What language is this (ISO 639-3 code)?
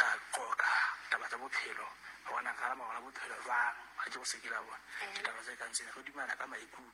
sot